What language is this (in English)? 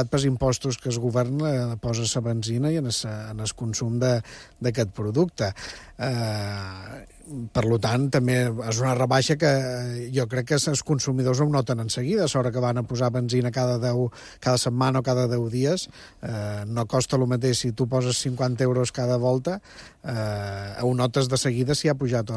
Catalan